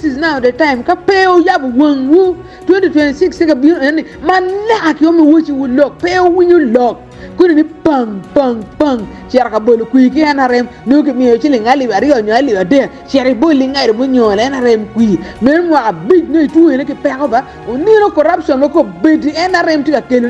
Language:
Acoli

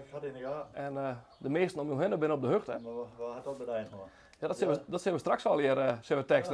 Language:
Western Frisian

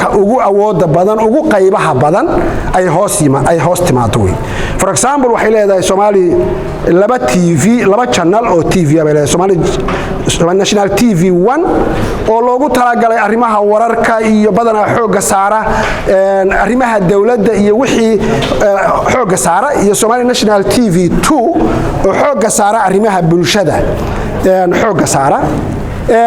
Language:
Somali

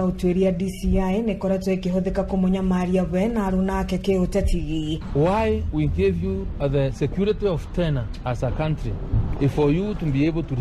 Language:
Kikuyu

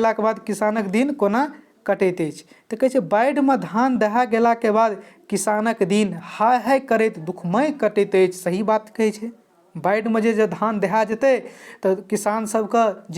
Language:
Maithili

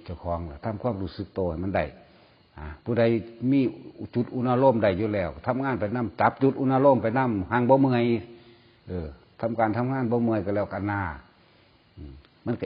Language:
Northeastern Thai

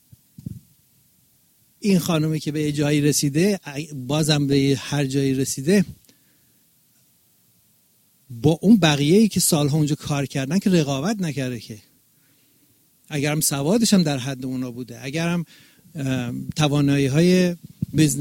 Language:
Persian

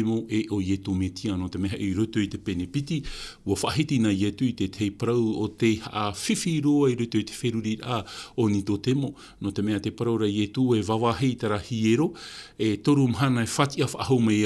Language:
Tahitian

